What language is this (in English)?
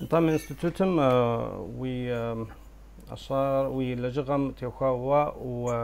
Kabardian